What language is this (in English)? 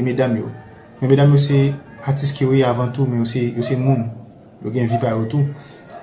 Haitian Creole